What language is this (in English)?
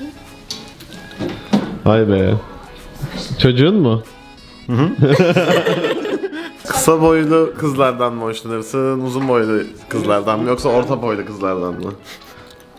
Turkish